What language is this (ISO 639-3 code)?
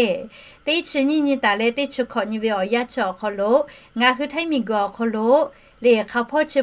lhu